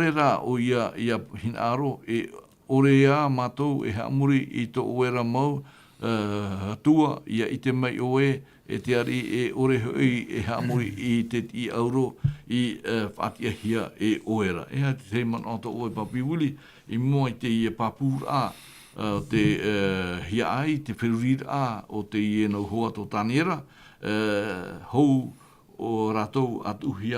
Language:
Tahitian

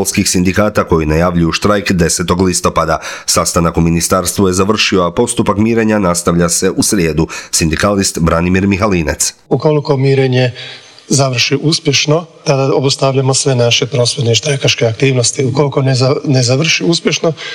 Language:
Croatian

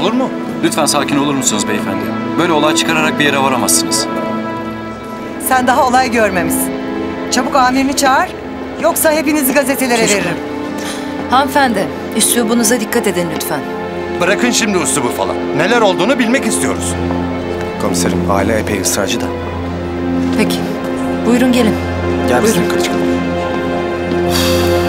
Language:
Turkish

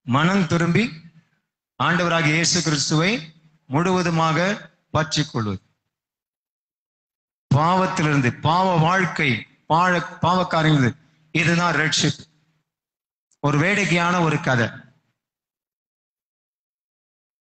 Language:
Tamil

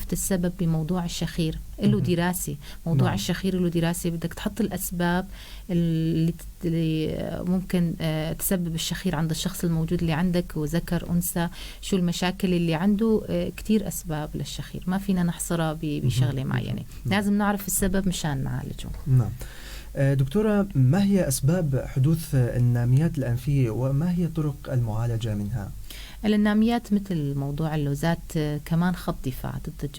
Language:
North Levantine Arabic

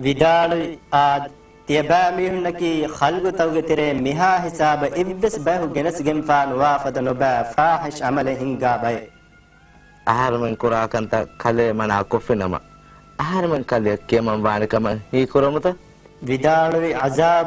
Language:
Divehi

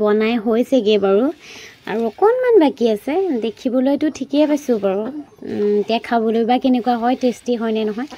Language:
Assamese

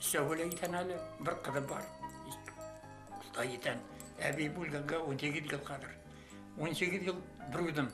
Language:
Bashkir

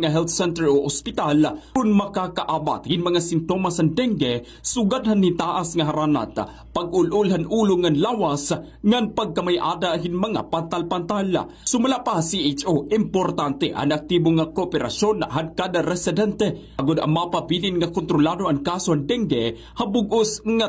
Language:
Waray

